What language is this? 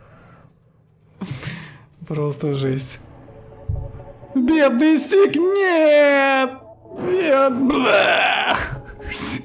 Russian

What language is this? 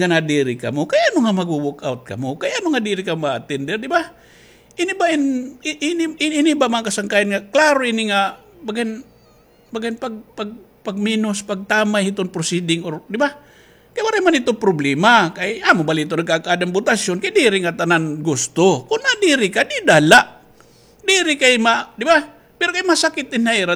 Waray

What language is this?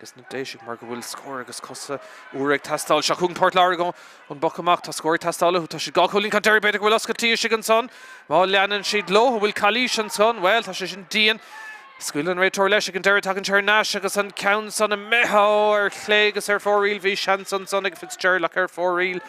Irish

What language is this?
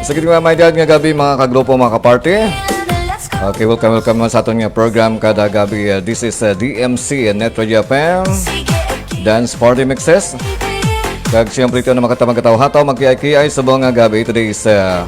Hiligaynon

